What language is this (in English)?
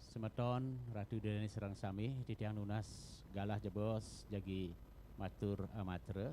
Balinese